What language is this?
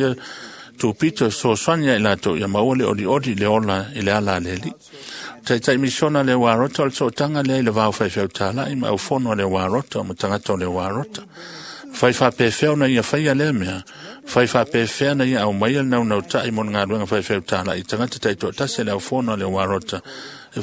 Samoan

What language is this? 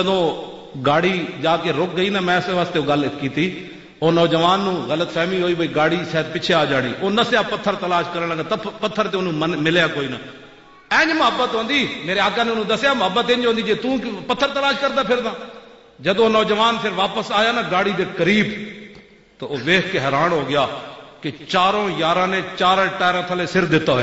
Western Panjabi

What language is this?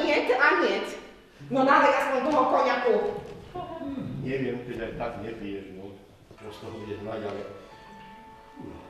Slovak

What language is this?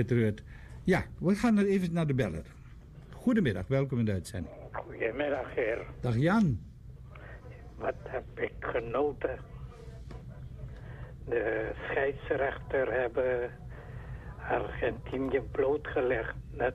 Dutch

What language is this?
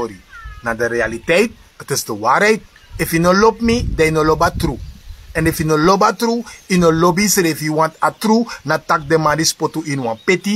Sranan Tongo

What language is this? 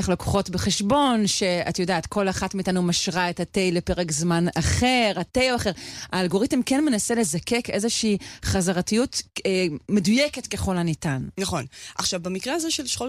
Hebrew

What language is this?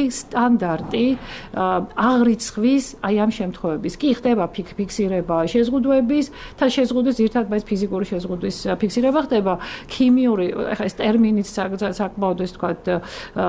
Georgian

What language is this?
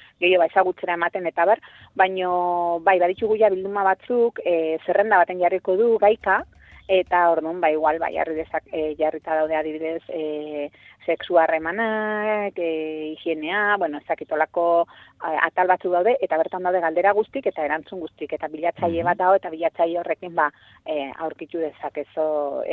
Basque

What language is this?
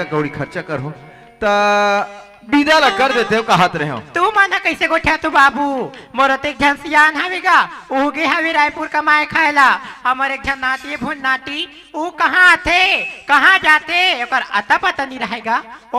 Chhattisgarhi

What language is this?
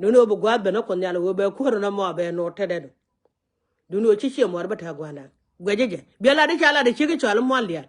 Nuer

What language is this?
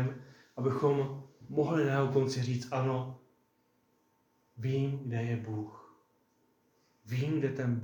Czech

